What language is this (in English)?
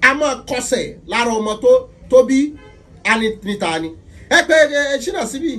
Yoruba